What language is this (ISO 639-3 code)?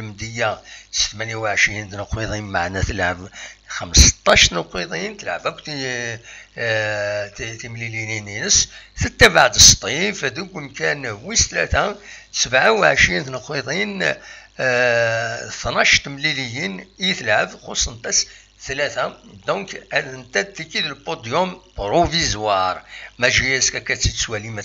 kab